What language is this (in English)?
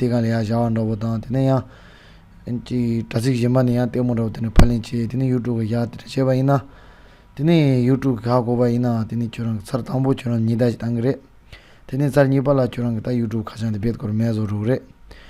Tibetan